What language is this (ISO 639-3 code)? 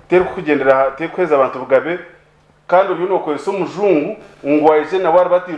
nyn